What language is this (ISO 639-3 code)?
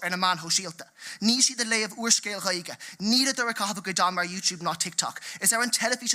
gle